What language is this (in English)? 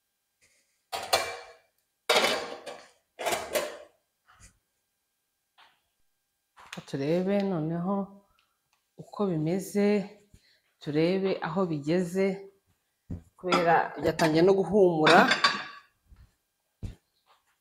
Kinyarwanda